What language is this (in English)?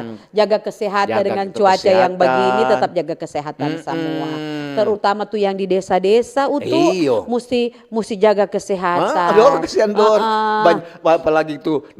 Manado Malay